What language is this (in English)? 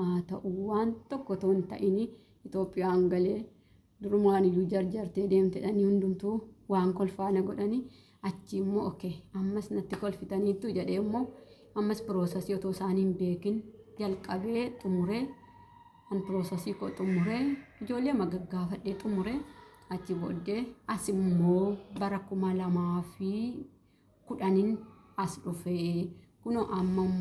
Oromo